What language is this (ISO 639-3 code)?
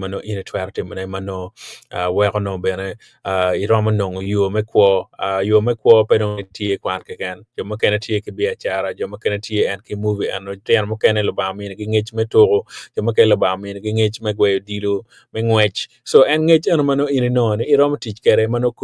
ach